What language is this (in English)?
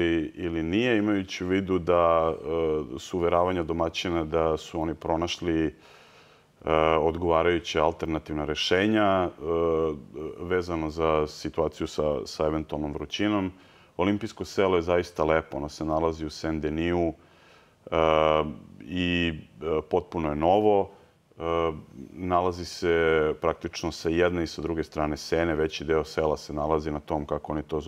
Serbian